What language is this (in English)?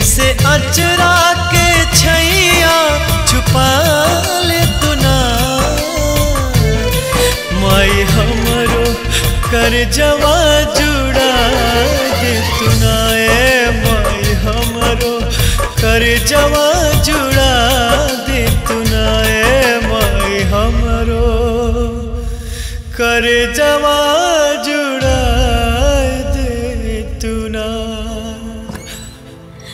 Bhojpuri